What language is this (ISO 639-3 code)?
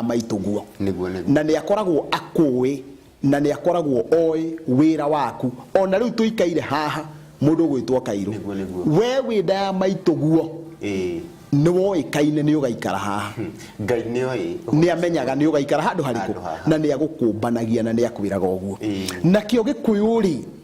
kik